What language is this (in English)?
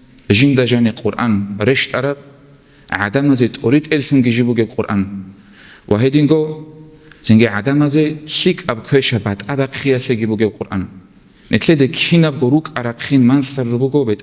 Avaric